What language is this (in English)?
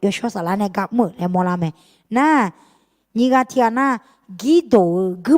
Akha